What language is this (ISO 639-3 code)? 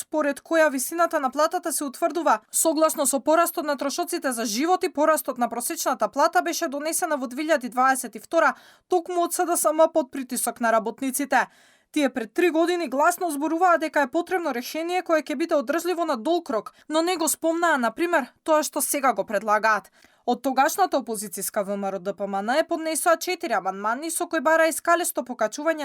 mkd